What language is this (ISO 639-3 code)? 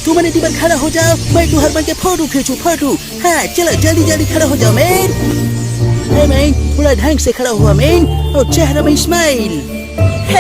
hne